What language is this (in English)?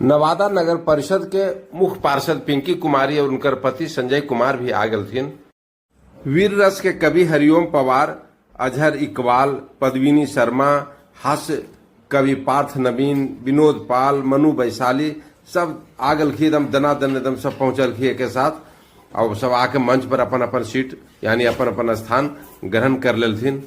Magahi